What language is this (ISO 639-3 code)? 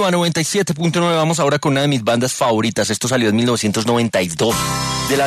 spa